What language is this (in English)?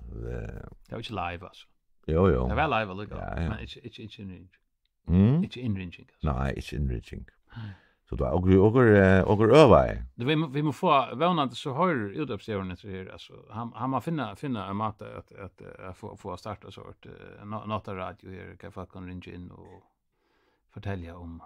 Faroese